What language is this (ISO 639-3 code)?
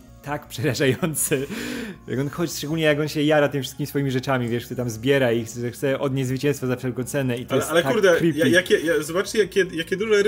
pol